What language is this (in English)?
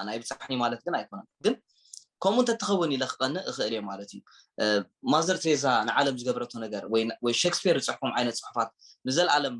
Tigrinya